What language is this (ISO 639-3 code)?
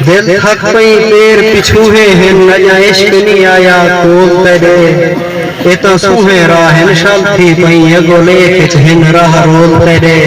skr